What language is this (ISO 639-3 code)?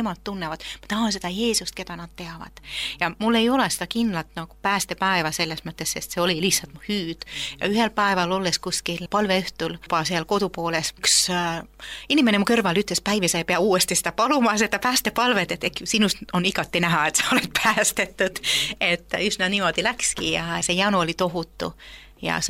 est